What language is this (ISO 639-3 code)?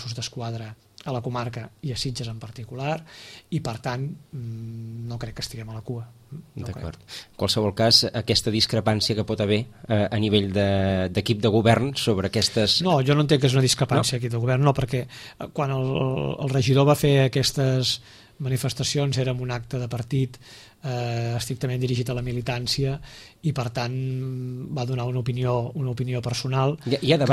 cat